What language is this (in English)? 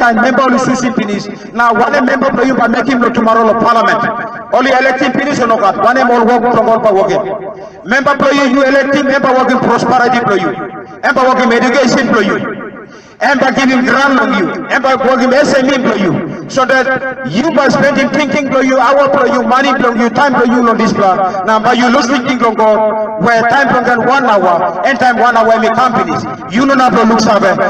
Tok Pisin